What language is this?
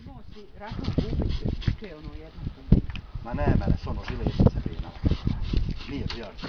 Bosnian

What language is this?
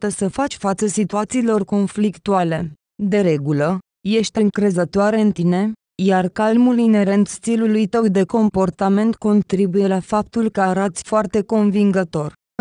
Romanian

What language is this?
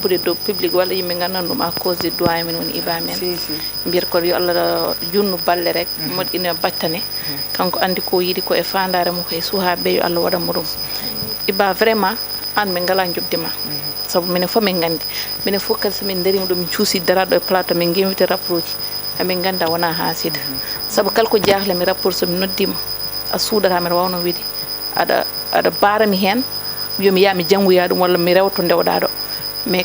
Fula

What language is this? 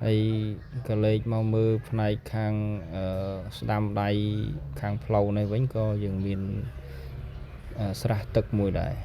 Khmer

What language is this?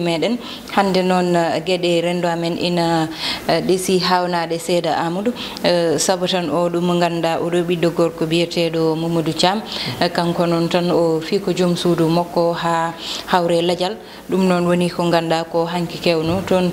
Fula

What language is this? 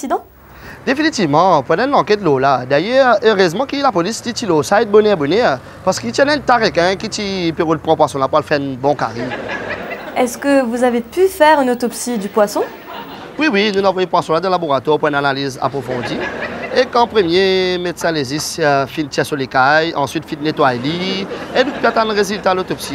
Morisyen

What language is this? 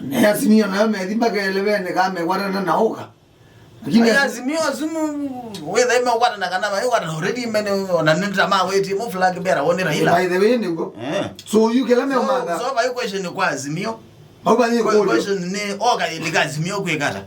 Kamba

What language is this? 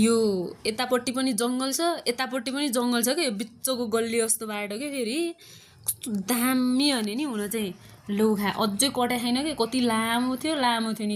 Nepali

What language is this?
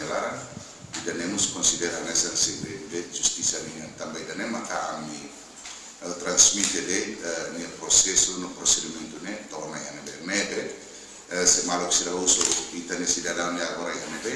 Tetum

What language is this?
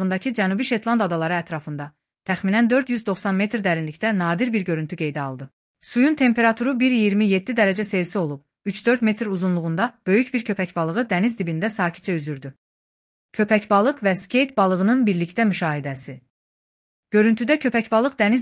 Azerbaijani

